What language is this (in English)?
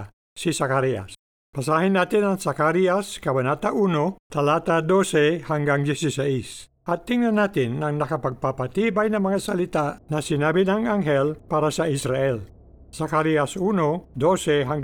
Filipino